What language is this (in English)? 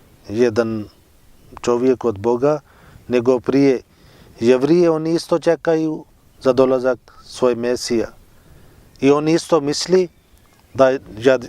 Bosnian